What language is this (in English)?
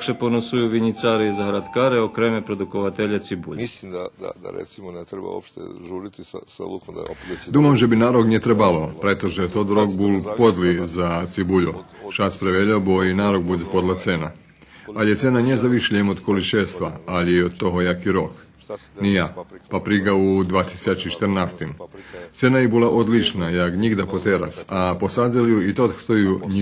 Rusyn